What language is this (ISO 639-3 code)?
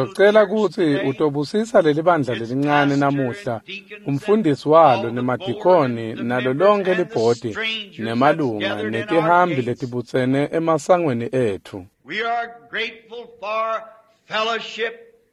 ssw